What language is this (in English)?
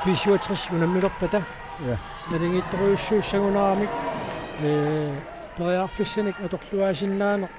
Kalaallisut